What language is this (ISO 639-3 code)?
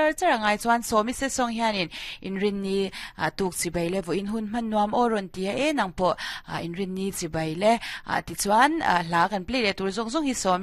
lus